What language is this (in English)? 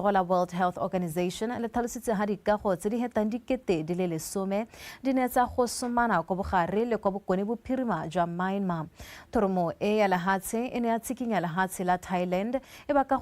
Tswana